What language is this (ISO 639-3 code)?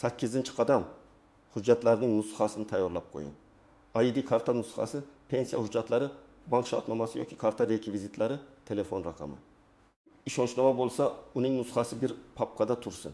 uzb